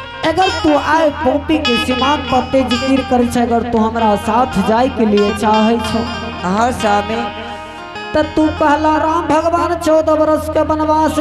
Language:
Angika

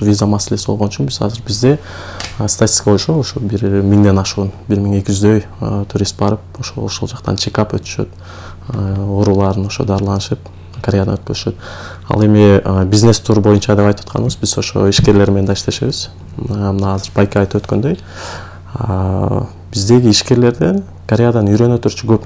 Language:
Kyrgyz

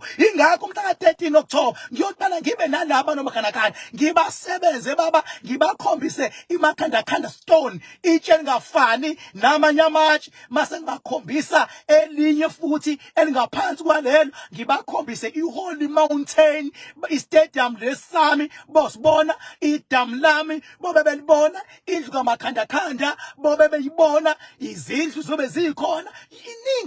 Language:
Zulu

